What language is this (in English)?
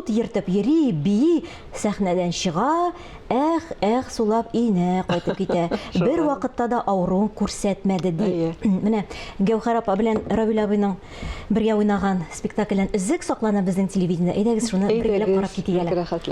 Tatar